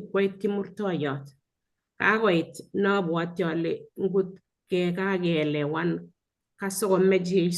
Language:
Kalenjin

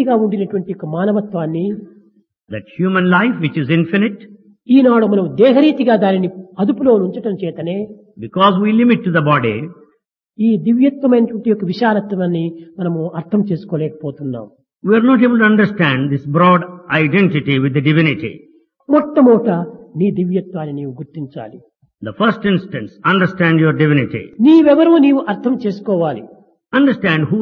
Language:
Telugu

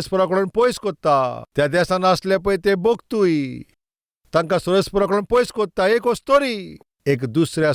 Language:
Konkani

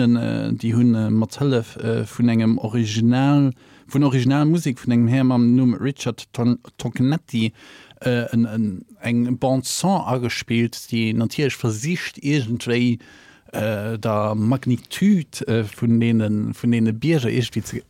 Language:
Luxembourgish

